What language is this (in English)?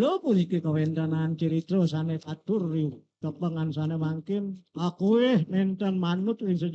Balinese